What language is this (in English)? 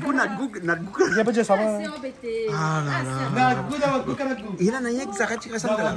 Réunion Creole French